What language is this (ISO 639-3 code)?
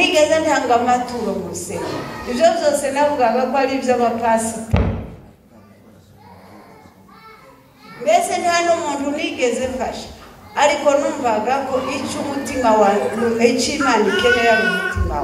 kin